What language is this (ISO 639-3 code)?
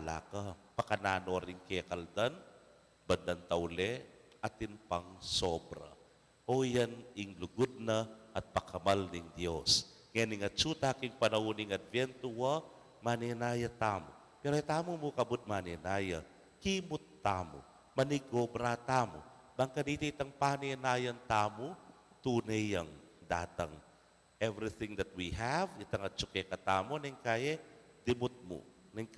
pam